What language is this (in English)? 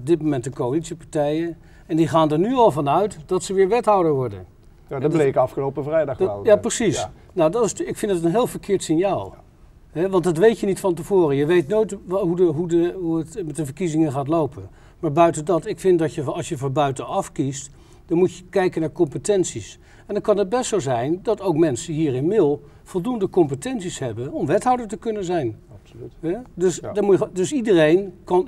Dutch